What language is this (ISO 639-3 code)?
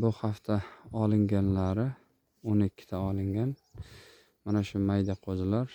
uzb